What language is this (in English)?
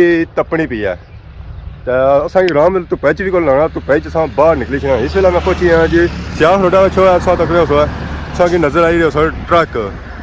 Pahari-Potwari